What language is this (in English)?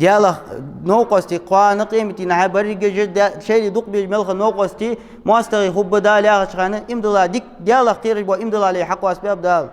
Ingush